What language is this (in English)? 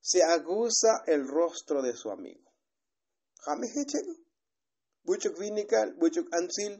Tzotzil